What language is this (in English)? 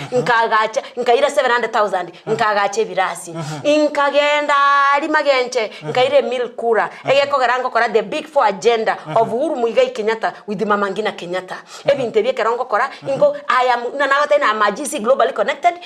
Gusii